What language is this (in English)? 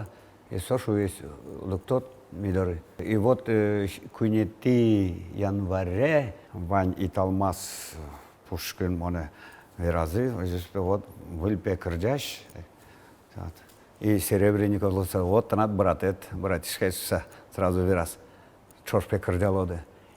Udmurt